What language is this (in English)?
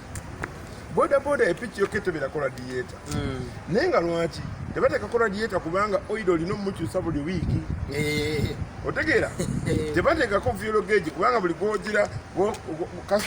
Ganda